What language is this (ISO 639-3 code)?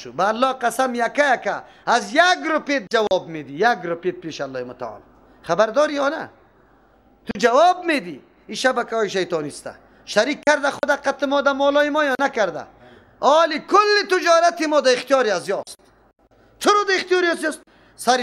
fas